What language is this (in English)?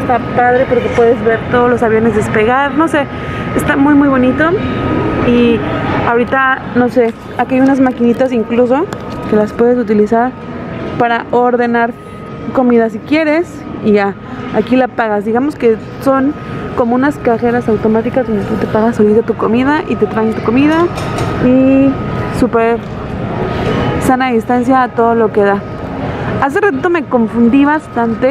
Spanish